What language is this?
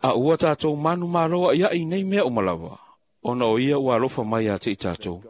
Samoan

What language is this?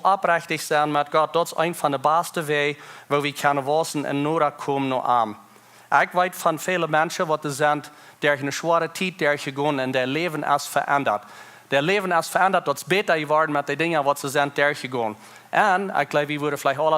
Plautdietsch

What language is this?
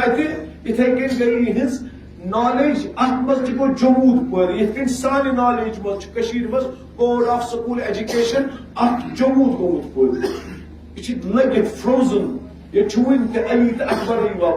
Kashmiri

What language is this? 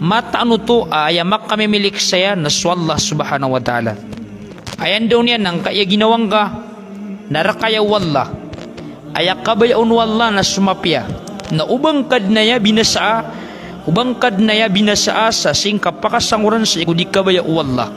Maranao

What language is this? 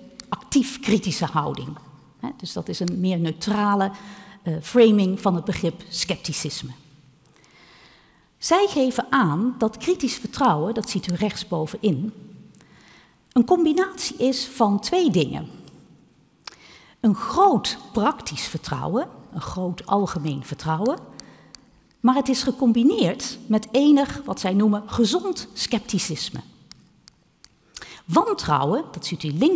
Dutch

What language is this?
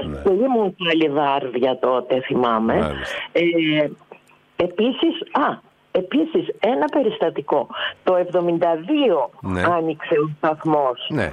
Greek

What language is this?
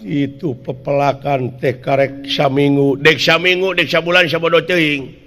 Sundanese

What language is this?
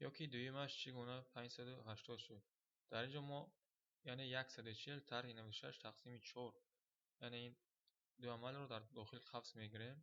Tajik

